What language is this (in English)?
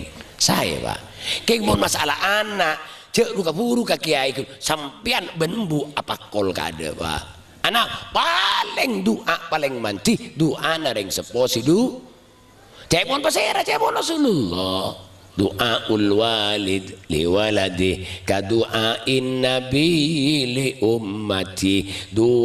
Madurese